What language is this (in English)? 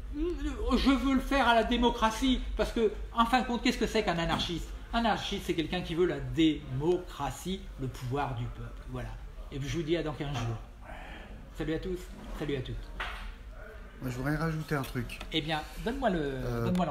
French